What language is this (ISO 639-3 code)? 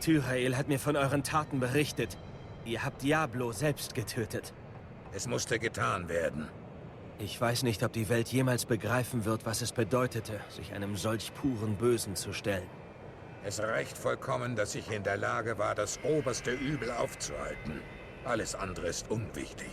gsw